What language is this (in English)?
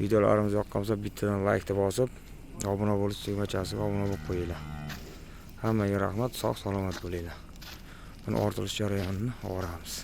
Uzbek